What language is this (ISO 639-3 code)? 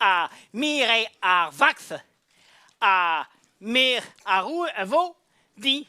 bre